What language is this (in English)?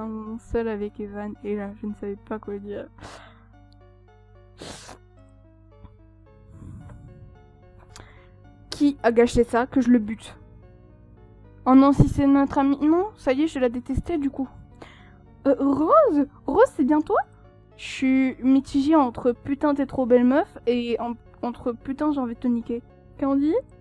French